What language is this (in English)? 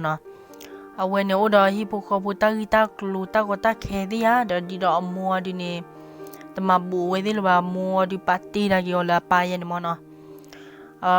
S'gaw Karen